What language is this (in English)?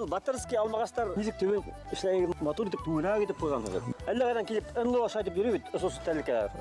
Bashkir